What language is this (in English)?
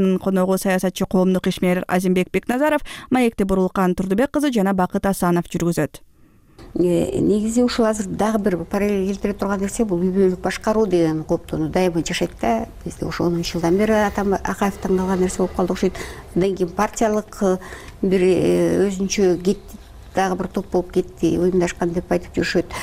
Kyrgyz